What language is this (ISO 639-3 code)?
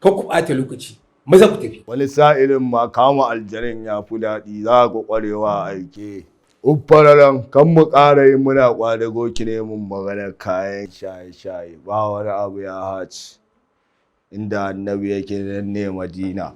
hau